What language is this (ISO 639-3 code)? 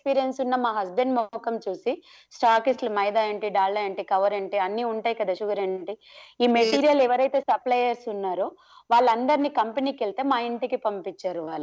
tel